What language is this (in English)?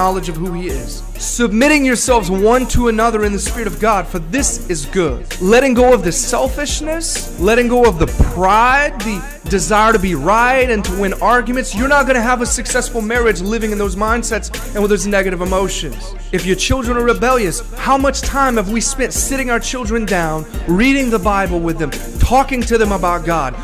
English